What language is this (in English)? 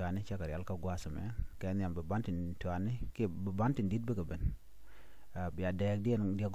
Nuer